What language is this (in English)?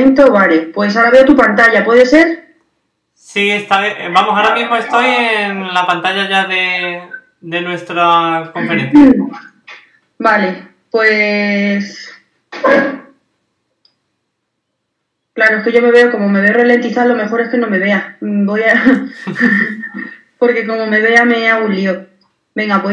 Spanish